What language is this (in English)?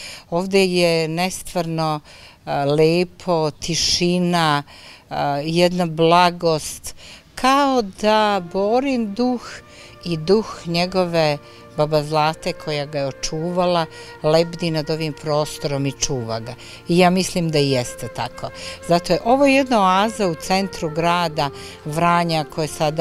Serbian